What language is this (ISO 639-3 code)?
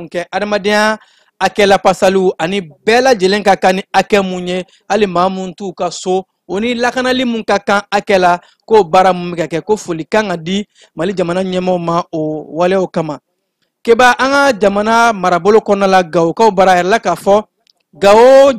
bam